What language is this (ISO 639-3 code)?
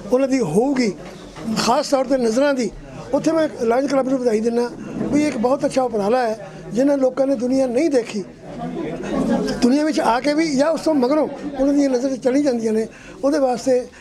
pan